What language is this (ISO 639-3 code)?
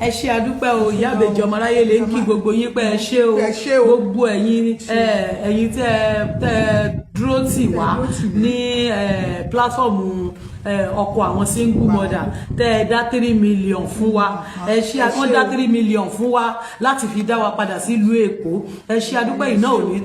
yor